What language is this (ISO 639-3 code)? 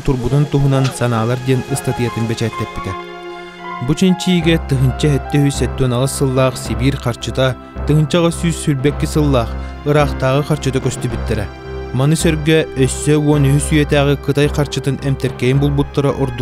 sah